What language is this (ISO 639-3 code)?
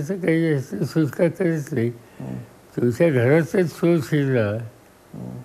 mar